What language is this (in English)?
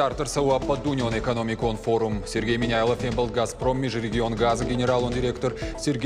Ossetic